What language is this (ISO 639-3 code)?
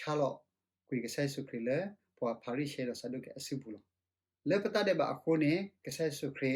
ksw